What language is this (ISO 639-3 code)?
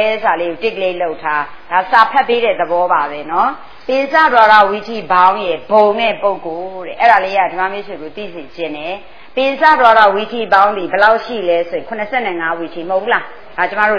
mya